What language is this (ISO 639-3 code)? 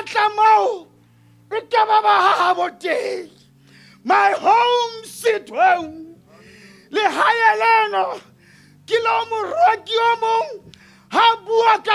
sot